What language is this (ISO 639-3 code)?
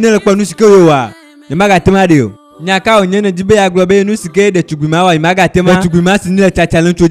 ewe